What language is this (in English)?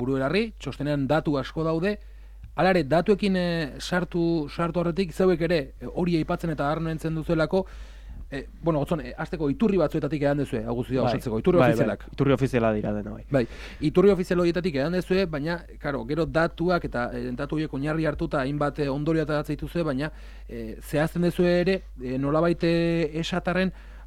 Basque